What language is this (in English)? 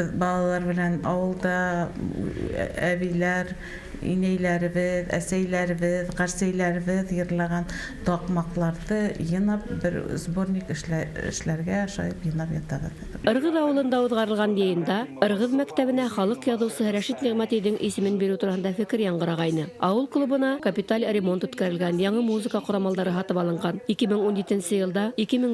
Bashkir